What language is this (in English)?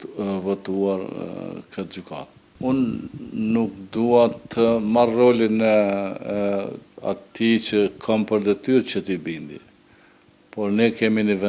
Albanian